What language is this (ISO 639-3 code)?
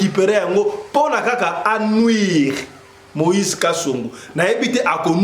lin